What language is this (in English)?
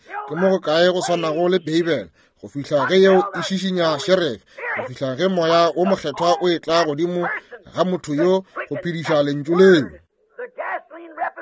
Northern Sotho